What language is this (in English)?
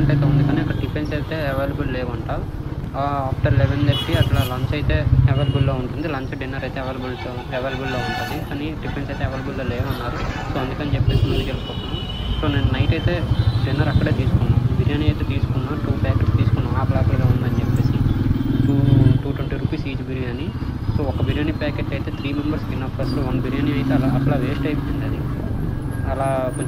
Telugu